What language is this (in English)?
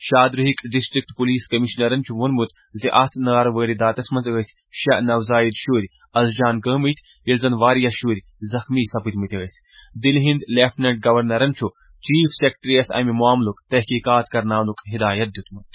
Kashmiri